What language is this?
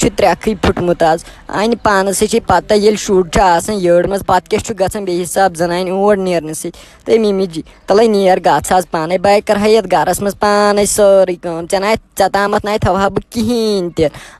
Kashmiri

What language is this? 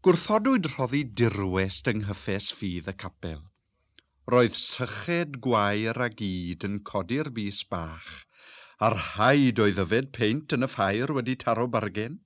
Welsh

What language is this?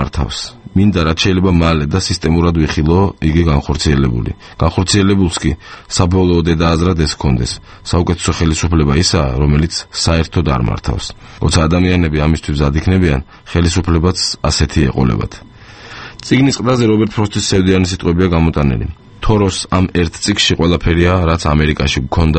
Georgian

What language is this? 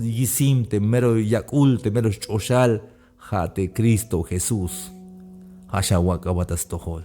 Tzeltal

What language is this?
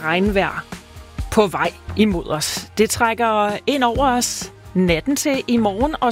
Danish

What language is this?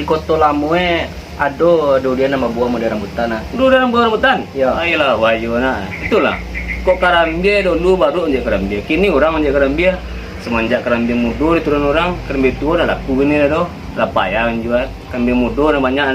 Minangkabau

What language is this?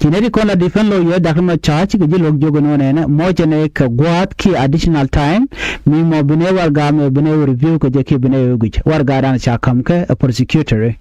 Nuer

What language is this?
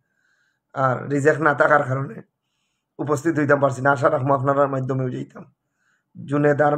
Sylheti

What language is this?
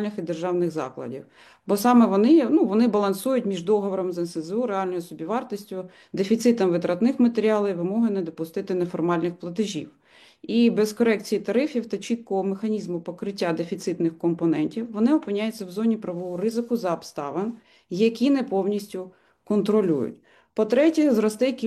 Ukrainian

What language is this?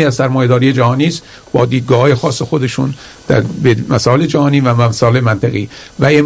Persian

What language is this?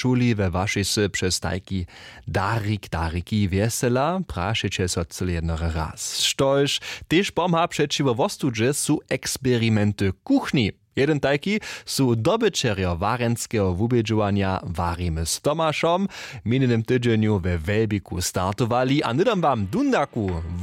Upper Sorbian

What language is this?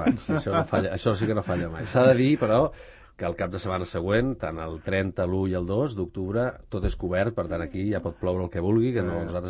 Catalan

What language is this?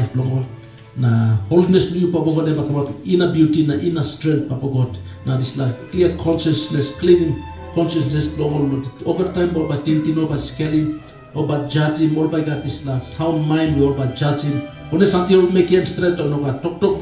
Tok Pisin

